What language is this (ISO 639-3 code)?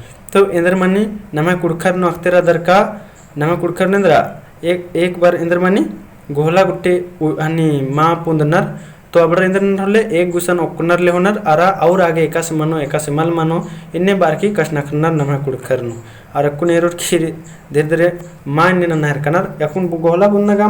kru